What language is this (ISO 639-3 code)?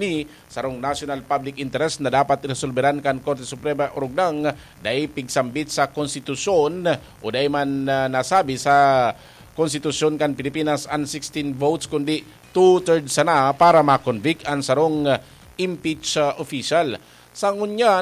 bik